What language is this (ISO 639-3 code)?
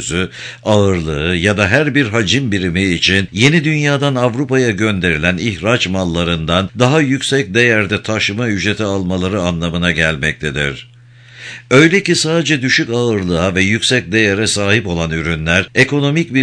tur